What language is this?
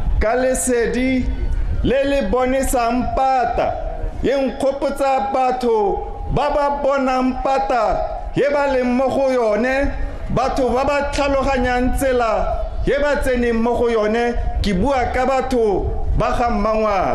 Tswana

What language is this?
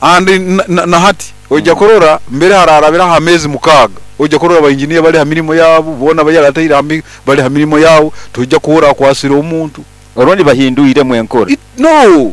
Nyankole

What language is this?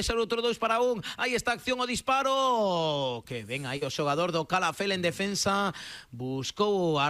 Galician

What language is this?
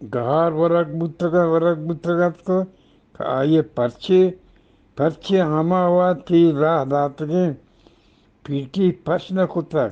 Eastern Balochi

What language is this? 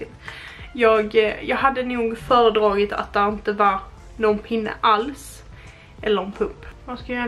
Swedish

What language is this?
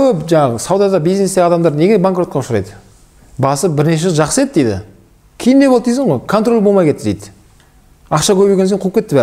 Kazakh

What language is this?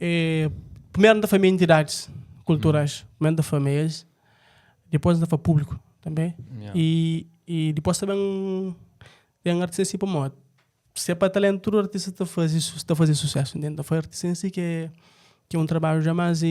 Kabuverdianu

